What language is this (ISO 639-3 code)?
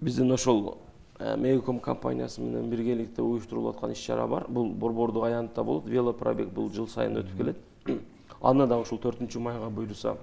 kir